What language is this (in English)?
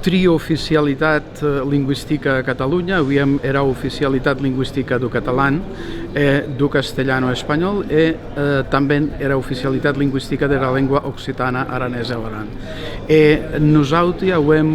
Occitan